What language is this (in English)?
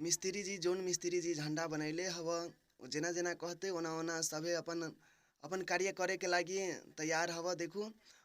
Maithili